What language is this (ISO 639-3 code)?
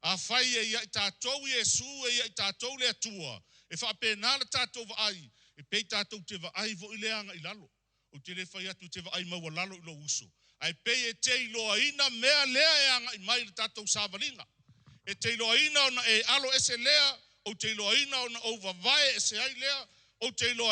smo